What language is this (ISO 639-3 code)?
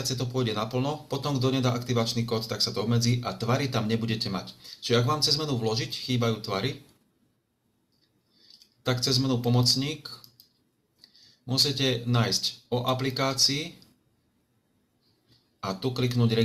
slk